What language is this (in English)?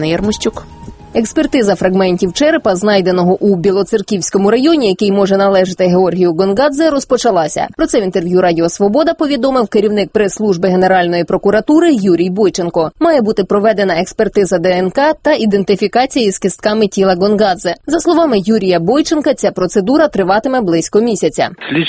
Ukrainian